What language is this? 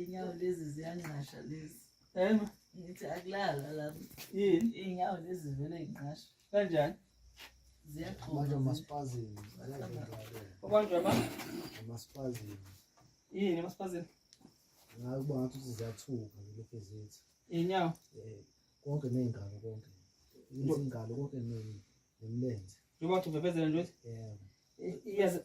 Zulu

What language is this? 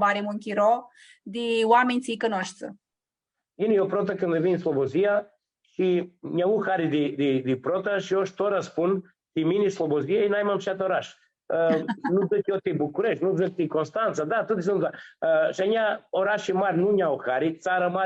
Aromanian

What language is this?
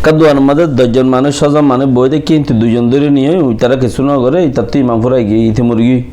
Rohingya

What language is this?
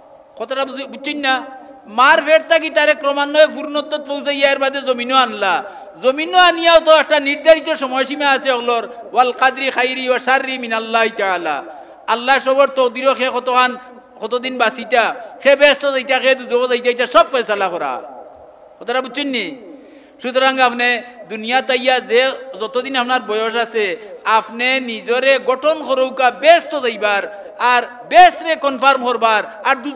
Sylheti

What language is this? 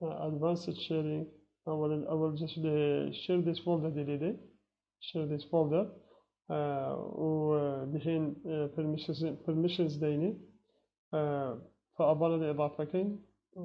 Kurdish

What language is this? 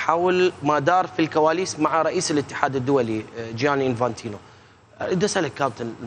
Mesopotamian Arabic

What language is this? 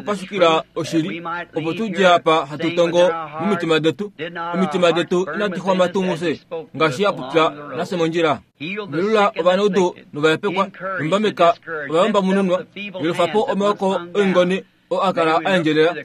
Kuanyama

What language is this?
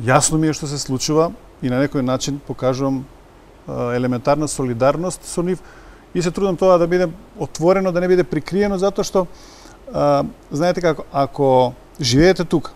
Macedonian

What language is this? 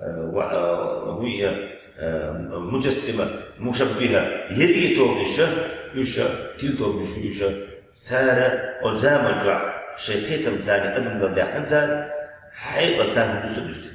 Chechen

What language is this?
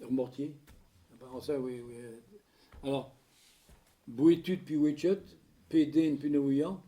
Breton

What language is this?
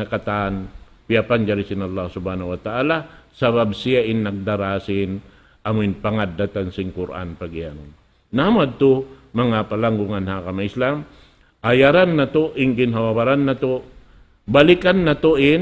Tausug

